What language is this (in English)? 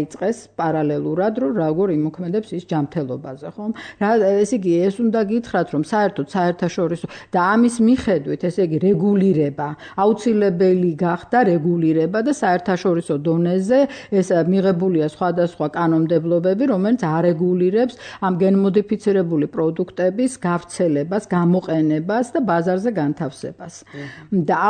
Georgian